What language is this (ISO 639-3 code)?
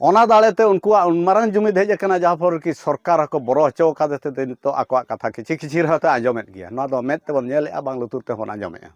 sat